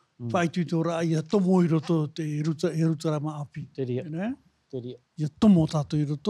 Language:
Tahitian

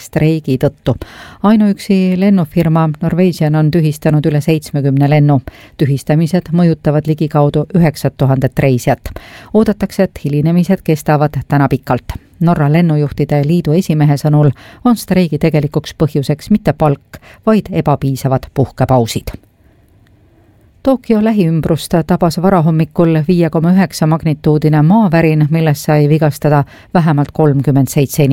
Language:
Estonian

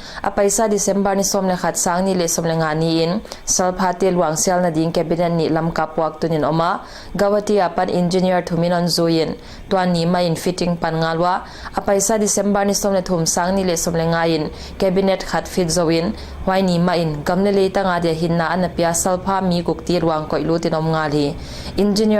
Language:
Paite Chin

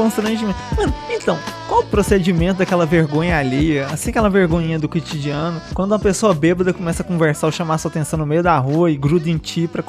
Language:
Portuguese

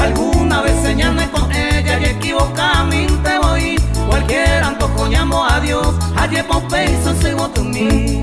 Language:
Guarani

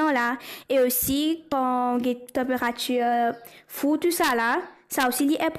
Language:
Morisyen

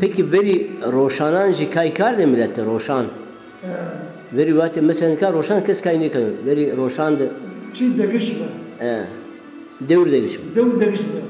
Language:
Zaza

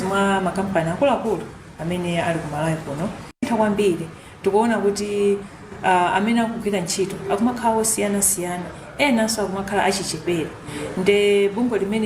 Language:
Nyanja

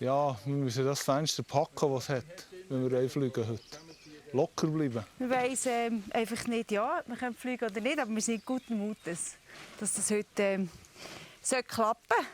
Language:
Swiss German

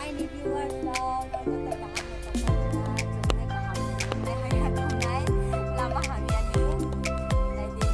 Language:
Riang (India)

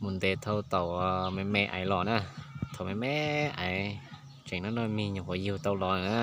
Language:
Hmong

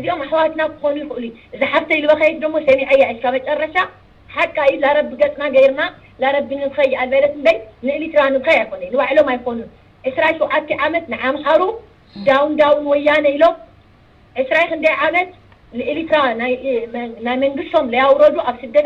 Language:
Tigrinya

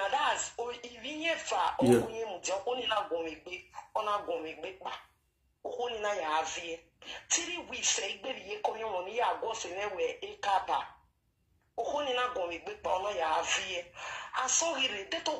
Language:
Nigerian Pidgin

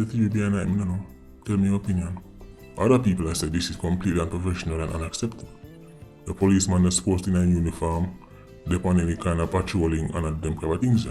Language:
Jamaican Creole English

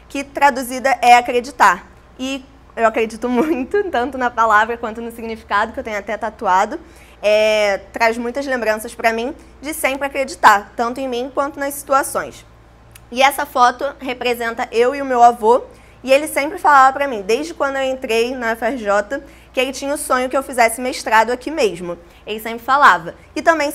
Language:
Portuguese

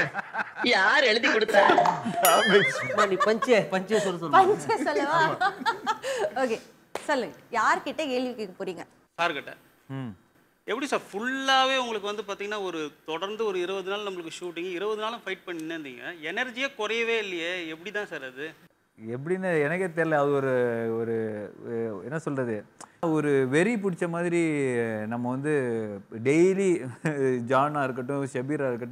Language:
Tamil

